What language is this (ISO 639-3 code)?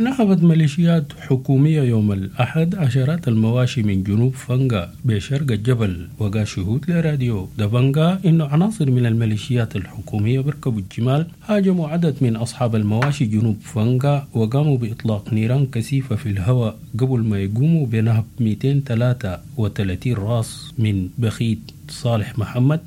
apd